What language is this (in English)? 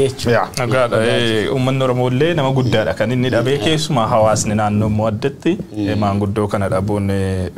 Oromo